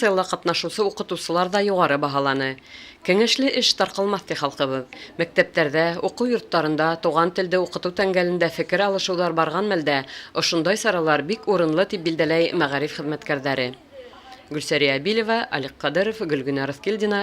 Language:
Bashkir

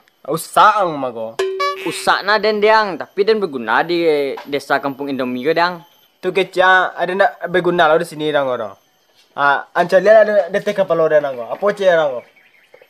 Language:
Minangkabau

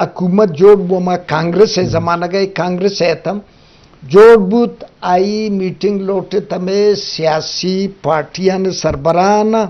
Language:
Eastern Balochi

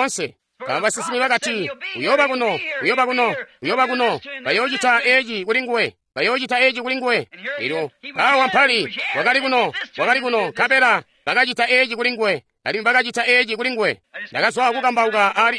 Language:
Tonga (Zambia)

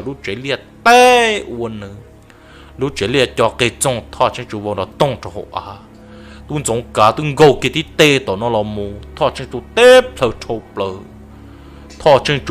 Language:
Hmong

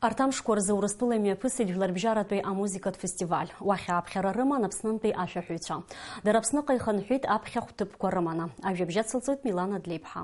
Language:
Abkhazian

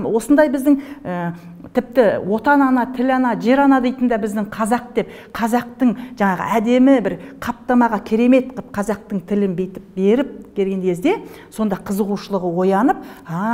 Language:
Kazakh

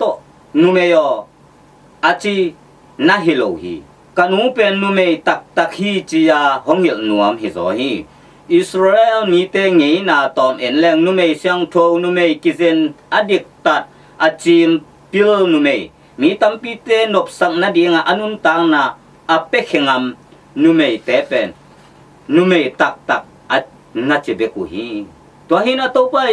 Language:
Tedim Chin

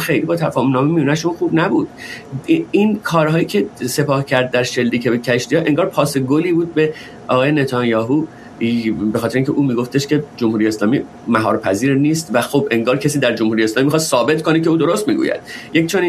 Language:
Persian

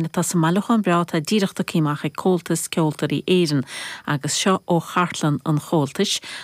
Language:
Irish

